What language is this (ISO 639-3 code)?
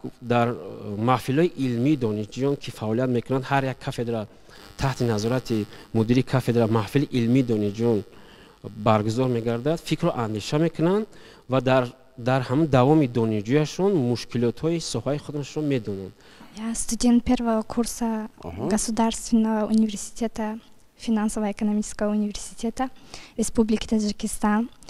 tgk